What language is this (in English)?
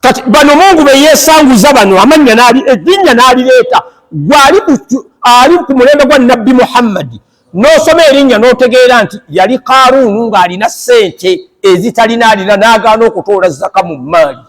Ganda